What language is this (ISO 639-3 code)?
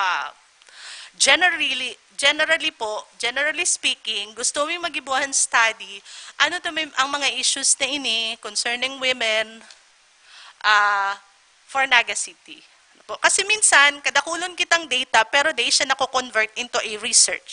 bik